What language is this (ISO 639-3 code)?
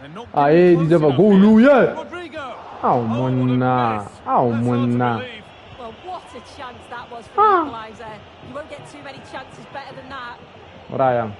tsn